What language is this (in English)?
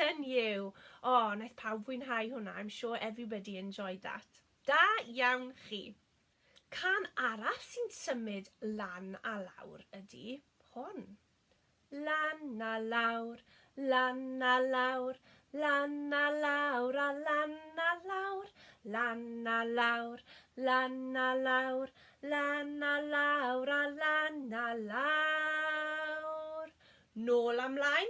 Welsh